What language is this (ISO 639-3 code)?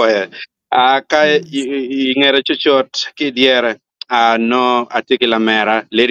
ach